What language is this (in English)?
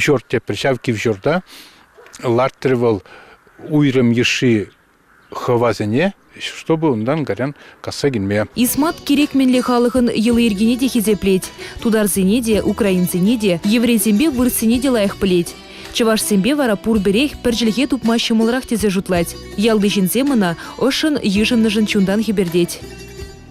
Chuvash